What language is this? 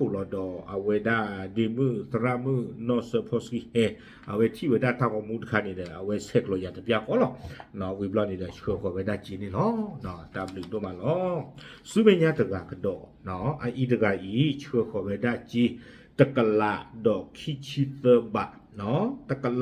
S'gaw Karen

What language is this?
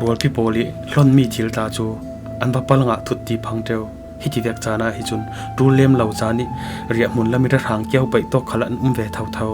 Falam Chin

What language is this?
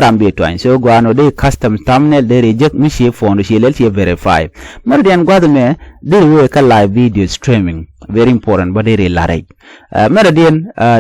Nuer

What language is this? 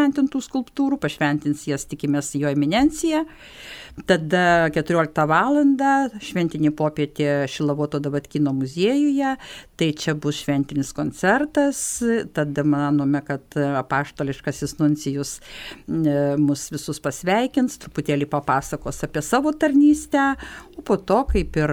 Lithuanian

